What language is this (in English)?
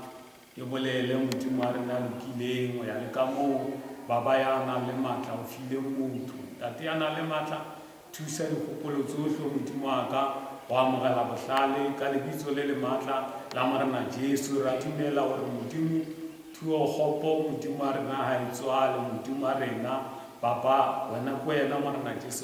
Northern Sotho